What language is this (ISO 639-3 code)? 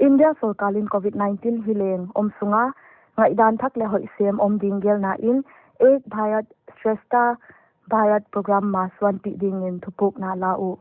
pck